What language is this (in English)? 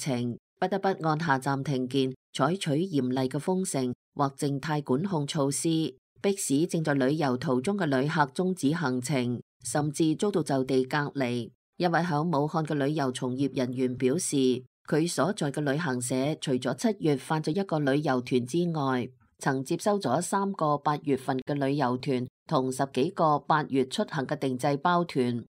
Cantonese